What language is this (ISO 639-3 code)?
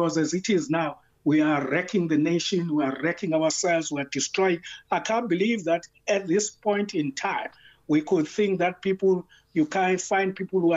eng